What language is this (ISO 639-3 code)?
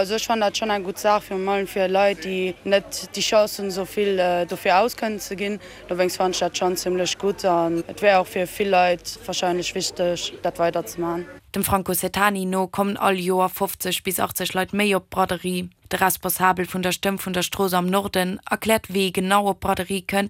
ltz